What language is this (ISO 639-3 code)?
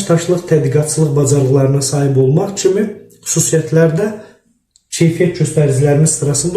aze